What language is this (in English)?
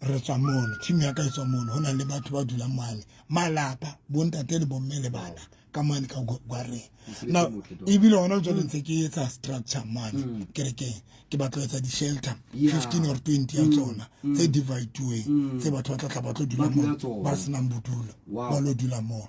Southern Sotho